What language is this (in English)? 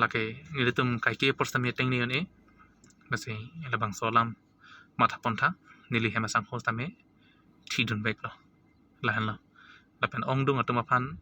Karbi